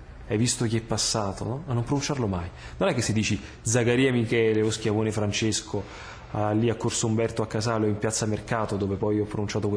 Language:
Italian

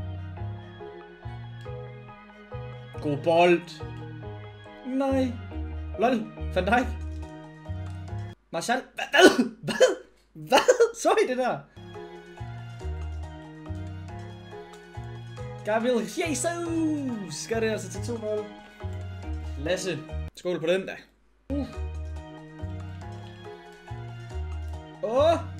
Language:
Danish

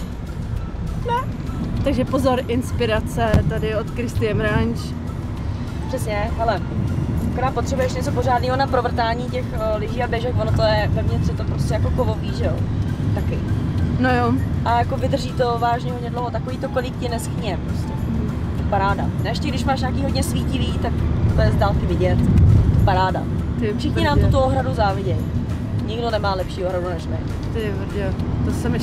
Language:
Czech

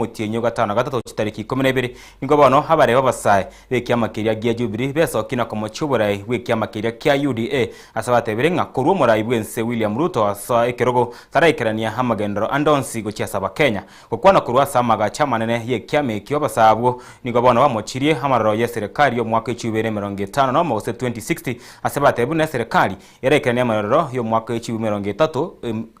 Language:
Gusii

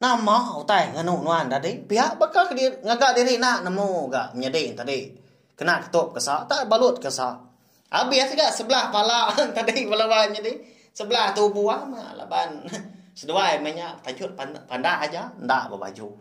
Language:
Iban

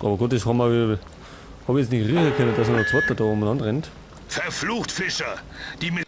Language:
Bavarian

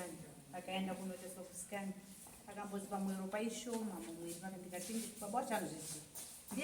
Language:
Shona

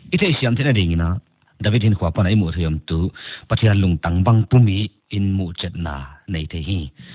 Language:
Paite Chin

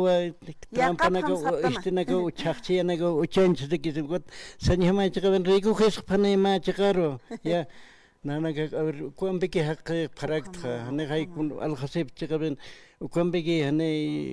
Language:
Aymara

